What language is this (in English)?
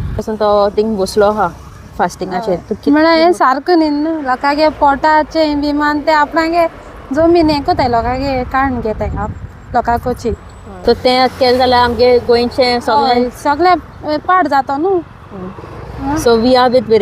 Konkani